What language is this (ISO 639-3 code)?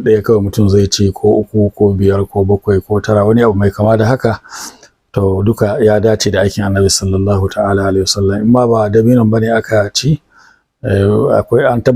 hau